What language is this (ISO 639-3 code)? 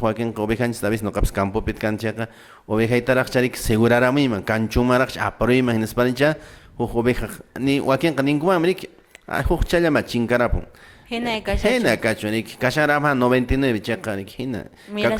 que